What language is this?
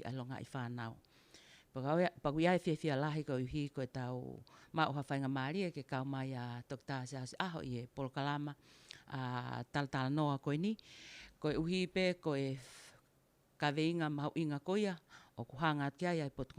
Tongan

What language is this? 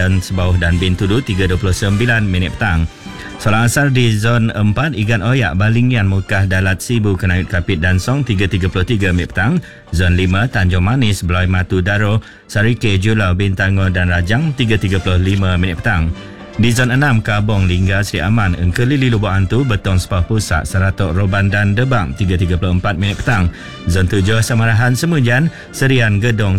Malay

